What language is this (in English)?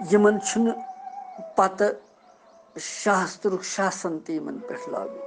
Kashmiri